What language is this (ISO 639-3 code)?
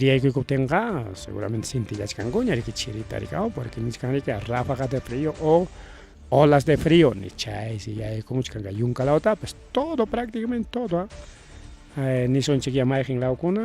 quy